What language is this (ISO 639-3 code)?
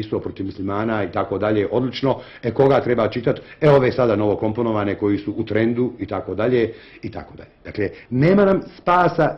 bos